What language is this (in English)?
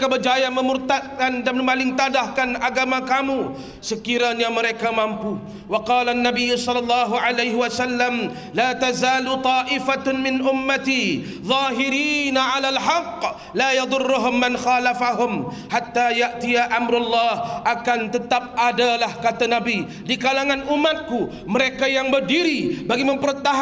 Malay